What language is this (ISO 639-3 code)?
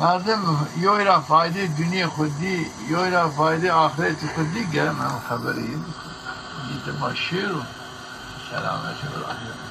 zza